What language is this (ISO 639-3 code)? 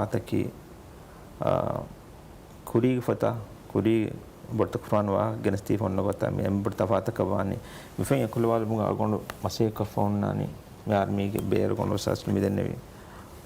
div